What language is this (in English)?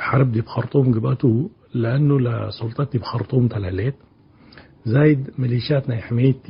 Tigre